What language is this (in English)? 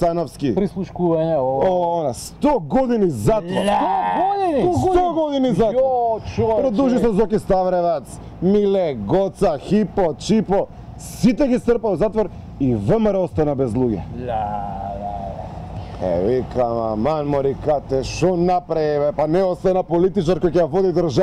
Macedonian